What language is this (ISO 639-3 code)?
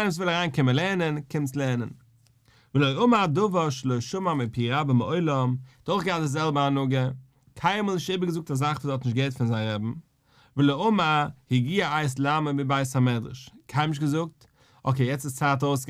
yid